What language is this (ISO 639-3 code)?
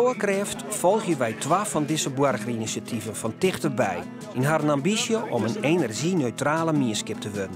fry